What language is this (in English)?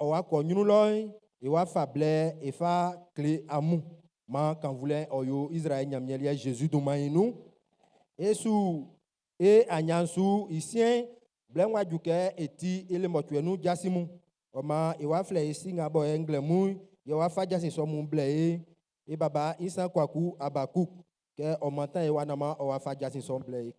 Baoulé